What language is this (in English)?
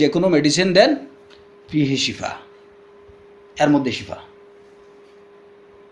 Bangla